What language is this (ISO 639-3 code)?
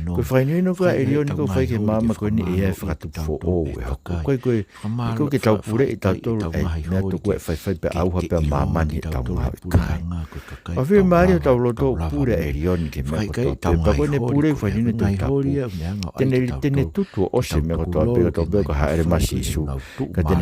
ton